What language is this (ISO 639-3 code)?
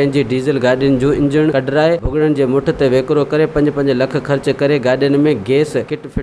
snd